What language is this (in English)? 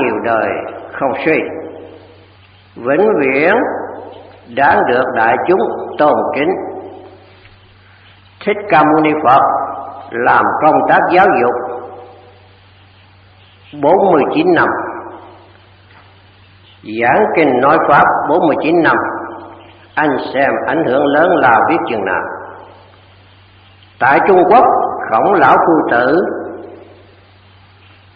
Vietnamese